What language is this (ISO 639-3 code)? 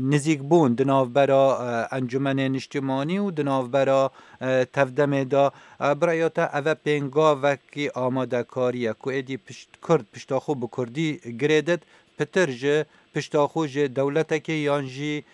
kur